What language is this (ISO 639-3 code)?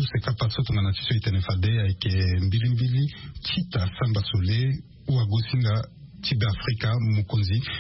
sag